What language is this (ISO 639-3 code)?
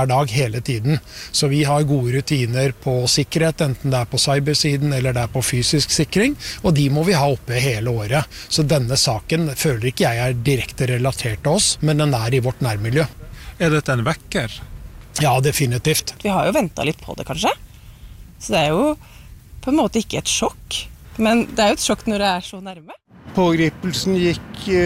nor